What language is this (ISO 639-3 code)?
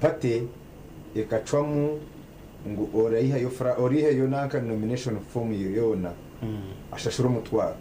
nyn